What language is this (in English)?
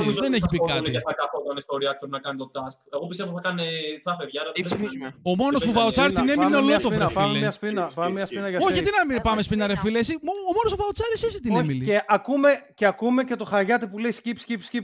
Greek